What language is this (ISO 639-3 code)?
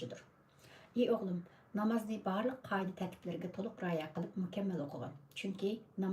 uig